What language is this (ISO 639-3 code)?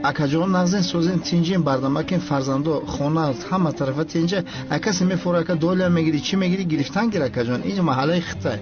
tgk